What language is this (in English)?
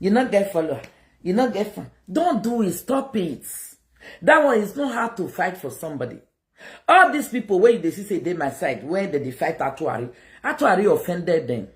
Nigerian Pidgin